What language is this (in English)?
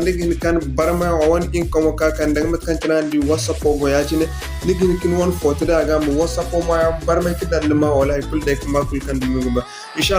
Zarma